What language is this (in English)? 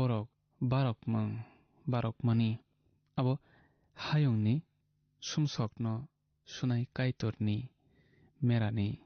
Kok Borok